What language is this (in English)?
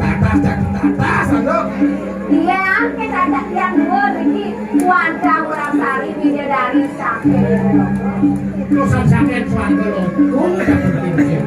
Balinese